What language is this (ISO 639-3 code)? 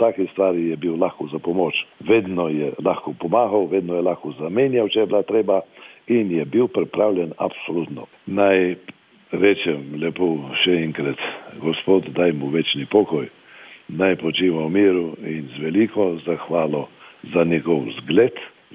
slv